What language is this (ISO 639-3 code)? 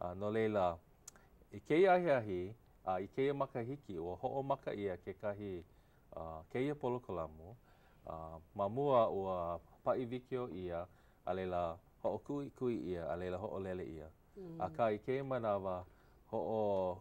haw